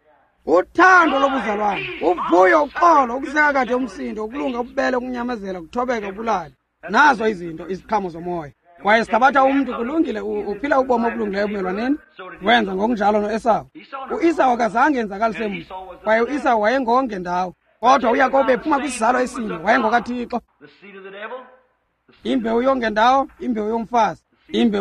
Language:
Xhosa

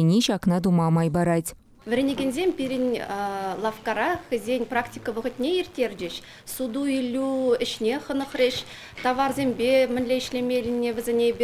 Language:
Chuvash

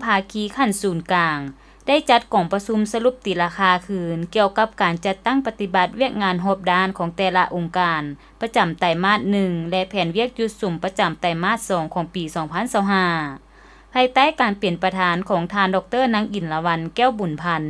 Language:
Lao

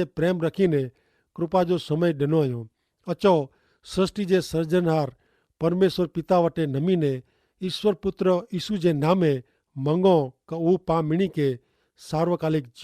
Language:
Kachhi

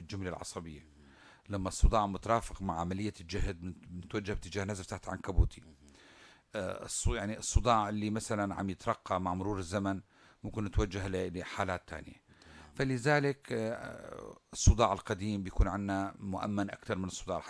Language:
North Levantine Arabic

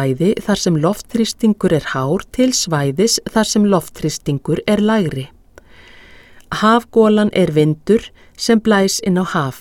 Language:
Icelandic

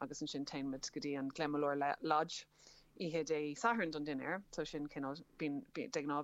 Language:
Irish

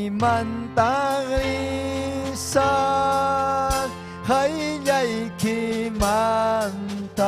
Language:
Ayacucho Quechua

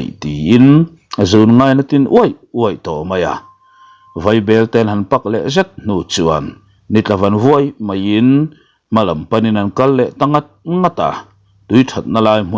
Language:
Mizo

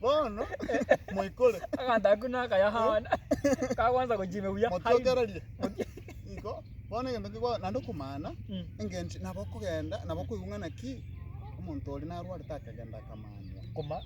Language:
Gusii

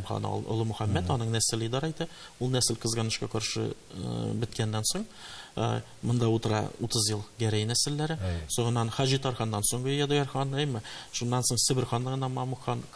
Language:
Tatar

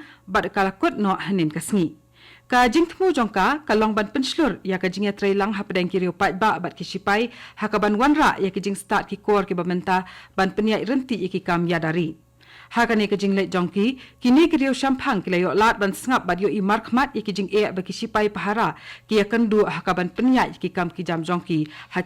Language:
Khasi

